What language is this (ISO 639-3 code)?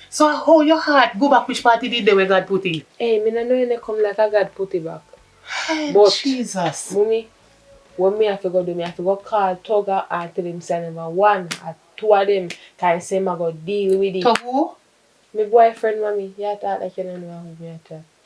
jam